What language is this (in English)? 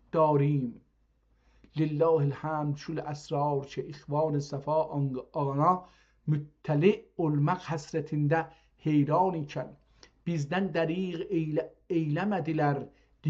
South Azerbaijani